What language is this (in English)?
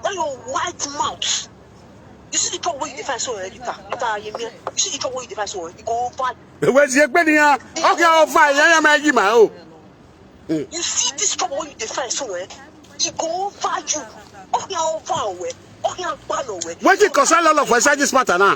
Nigerian Pidgin